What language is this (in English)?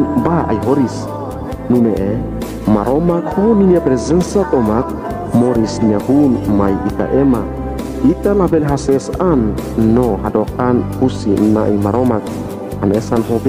Tetum